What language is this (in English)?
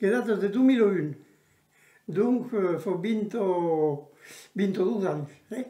Occitan